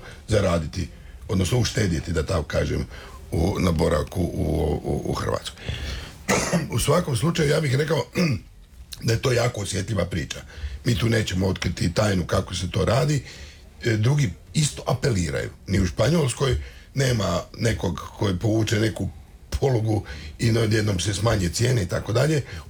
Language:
Croatian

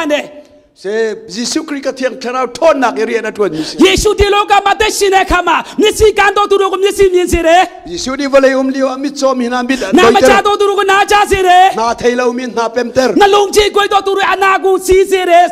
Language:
Hakha Chin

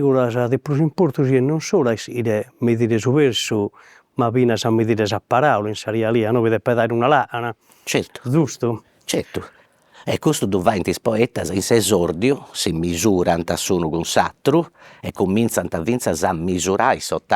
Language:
Sardinian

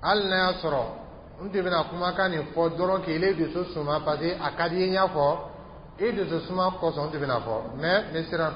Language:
Dyula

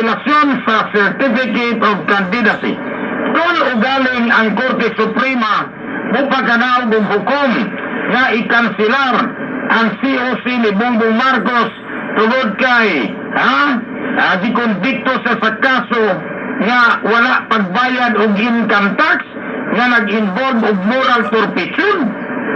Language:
Cebuano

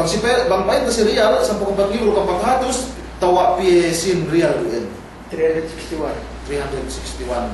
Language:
Yakan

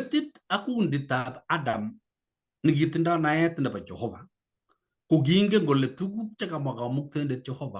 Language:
Kalenjin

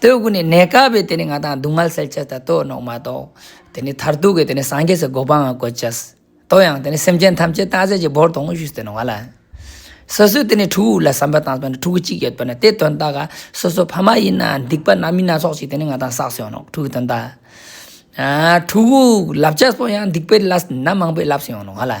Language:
Ladakhi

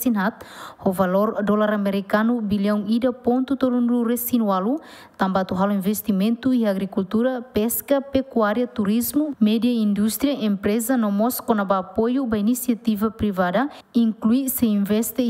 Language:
Tetum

